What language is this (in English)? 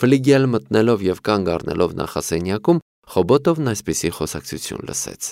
Armenian